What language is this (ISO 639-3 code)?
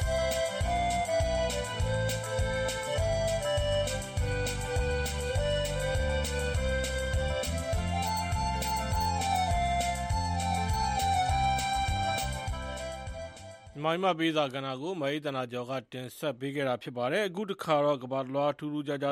mya